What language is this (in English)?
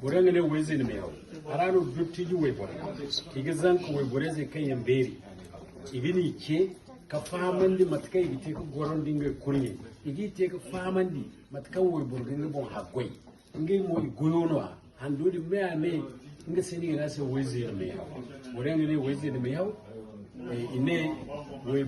Zarma